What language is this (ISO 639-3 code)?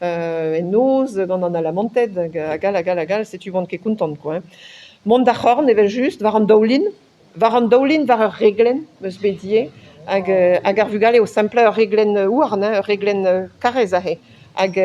bre